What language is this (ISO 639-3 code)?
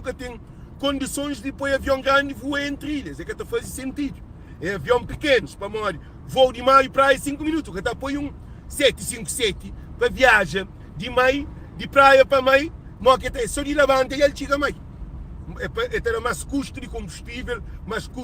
kea